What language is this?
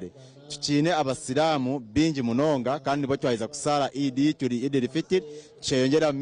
Nyankole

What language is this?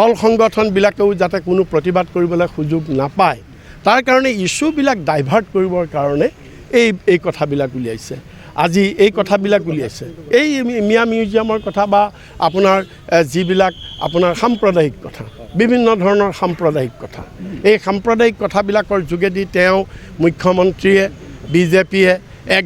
Assamese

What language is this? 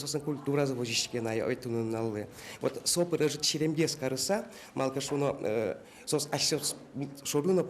Udmurt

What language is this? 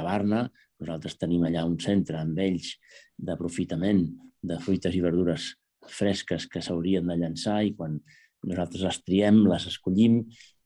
Catalan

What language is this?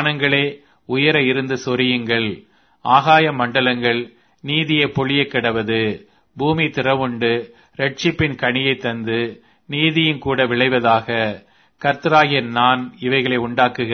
Tamil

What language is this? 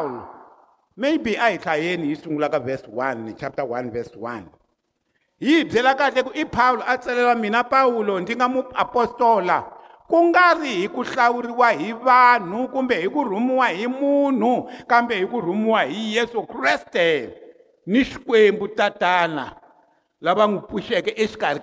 Tsonga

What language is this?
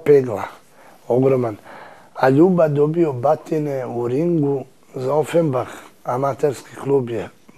Serbian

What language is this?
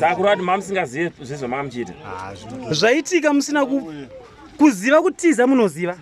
Shona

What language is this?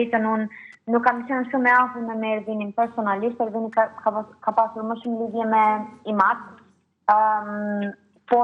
Albanian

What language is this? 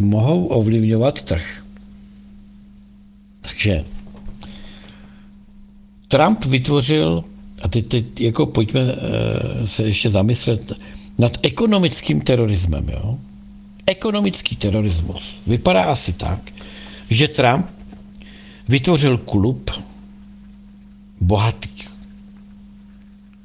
Czech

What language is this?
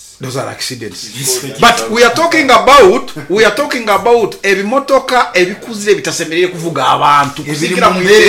Nyoro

